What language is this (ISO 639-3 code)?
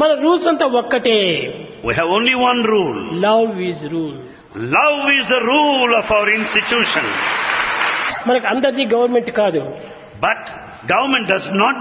tel